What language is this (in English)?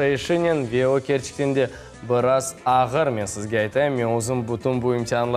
Crimean Tatar